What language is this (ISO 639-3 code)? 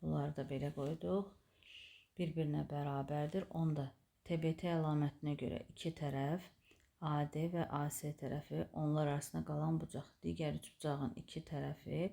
aze